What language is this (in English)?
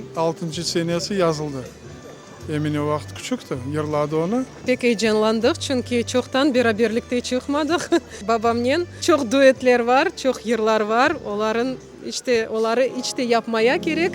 Crimean Tatar